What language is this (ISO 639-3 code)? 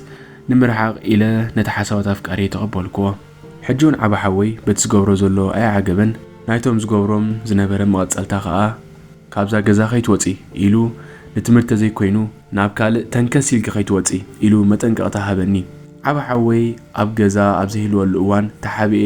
tir